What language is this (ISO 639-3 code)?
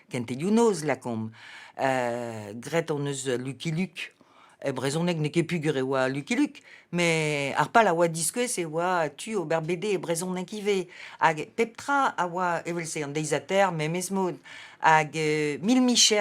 bre